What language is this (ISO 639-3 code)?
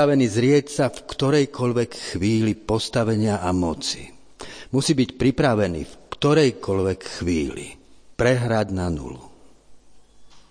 slk